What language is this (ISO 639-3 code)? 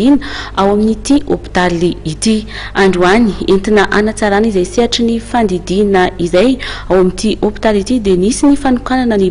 mlg